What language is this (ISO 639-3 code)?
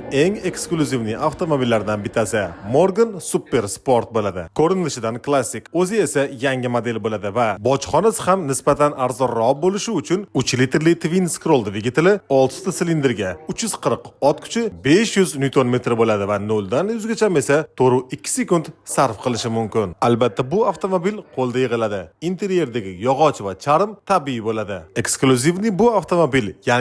uzb